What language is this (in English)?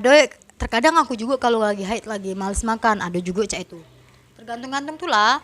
Musi